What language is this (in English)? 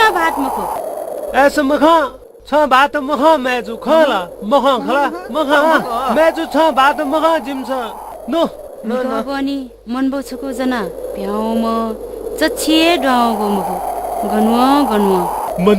Newari